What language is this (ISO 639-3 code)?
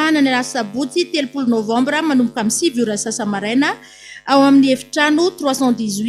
mlg